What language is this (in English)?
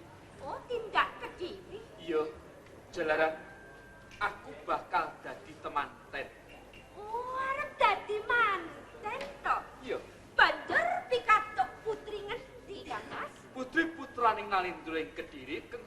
Javanese